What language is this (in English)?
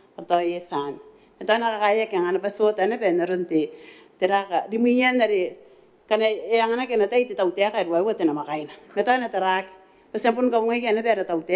Gilbertese